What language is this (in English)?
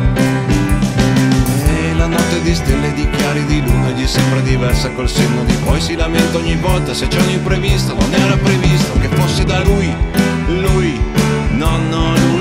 Italian